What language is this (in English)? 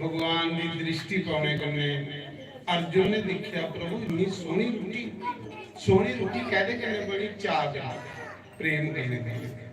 Dogri